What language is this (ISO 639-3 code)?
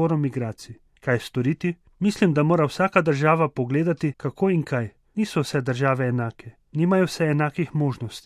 slv